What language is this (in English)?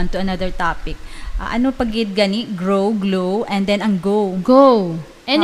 Hiligaynon